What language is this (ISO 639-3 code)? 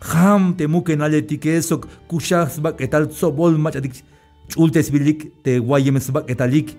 tzh